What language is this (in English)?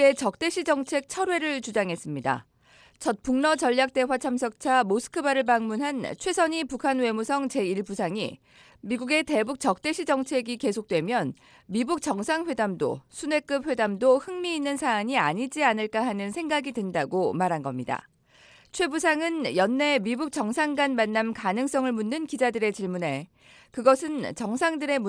Korean